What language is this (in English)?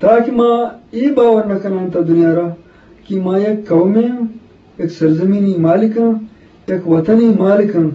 Eastern Balochi